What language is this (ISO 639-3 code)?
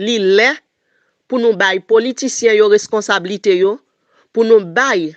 hat